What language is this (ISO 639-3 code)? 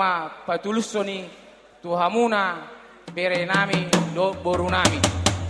bbc